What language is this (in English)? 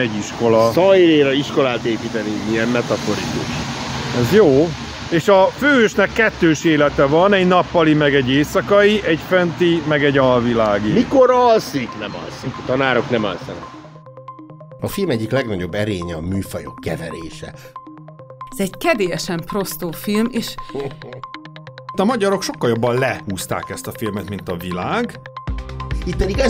Hungarian